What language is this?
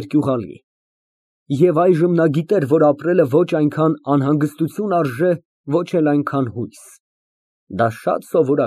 Armenian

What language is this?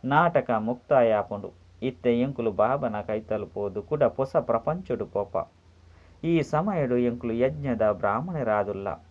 Tulu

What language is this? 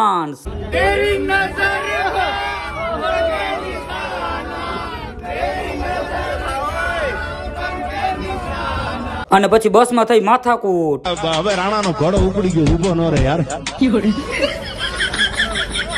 Gujarati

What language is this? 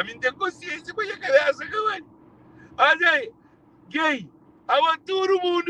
Kabuverdianu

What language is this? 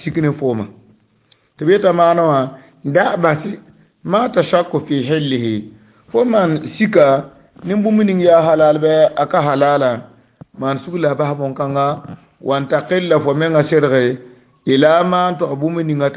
Mossi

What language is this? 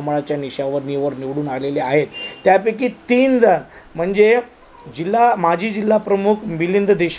Marathi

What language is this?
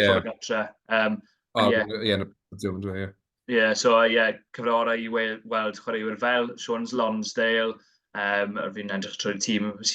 Welsh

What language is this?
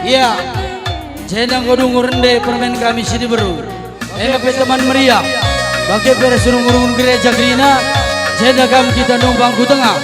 Batak Karo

